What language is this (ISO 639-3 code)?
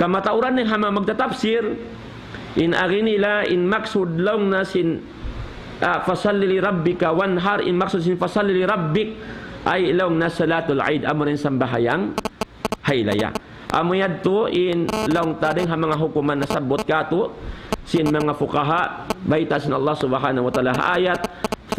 tsg